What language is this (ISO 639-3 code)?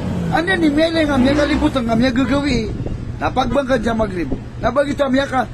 mrw